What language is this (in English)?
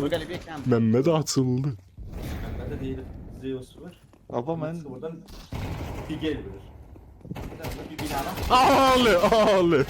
South Azerbaijani